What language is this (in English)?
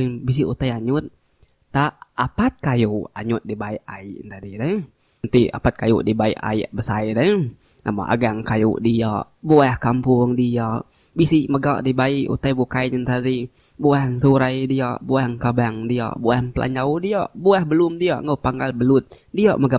Iban